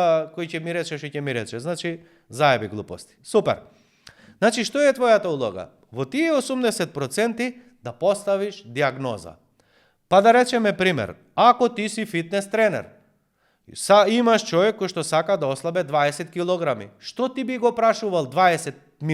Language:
Macedonian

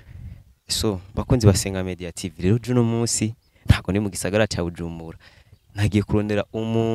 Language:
Rundi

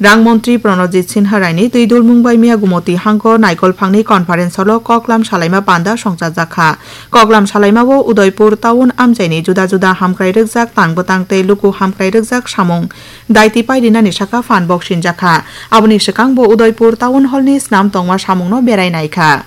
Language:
Kok Borok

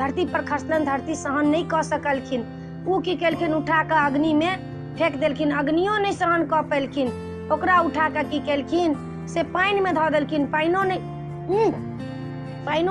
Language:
Maithili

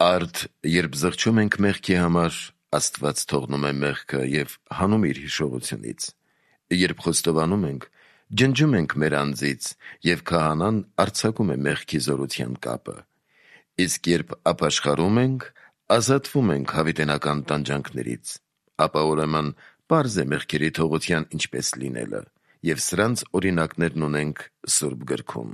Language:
Armenian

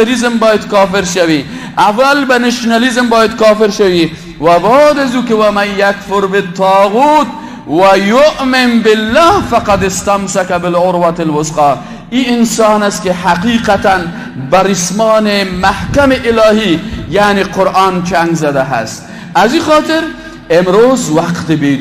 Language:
Persian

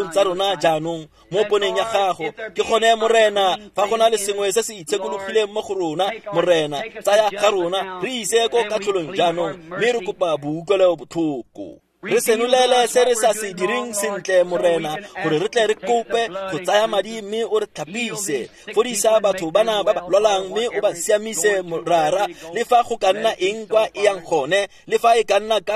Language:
Tswana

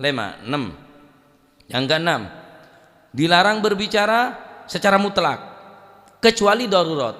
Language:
Madurese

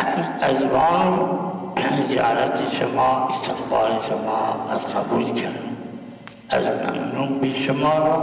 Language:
Zaza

